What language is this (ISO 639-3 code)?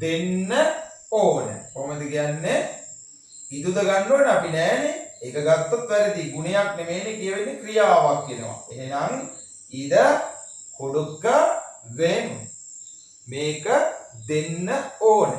sin